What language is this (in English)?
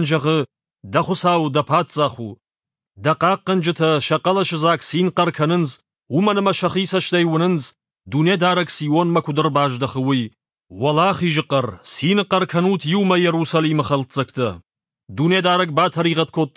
Ossetic